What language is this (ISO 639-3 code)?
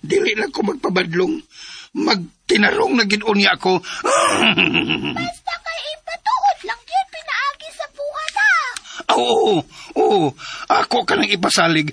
ceb